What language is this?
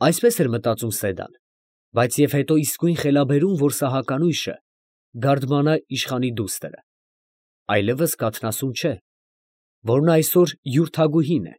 Armenian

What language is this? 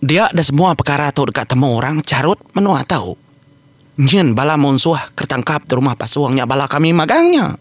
Iban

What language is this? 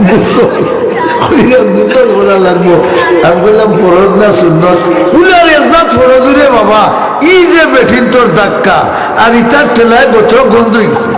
Sylheti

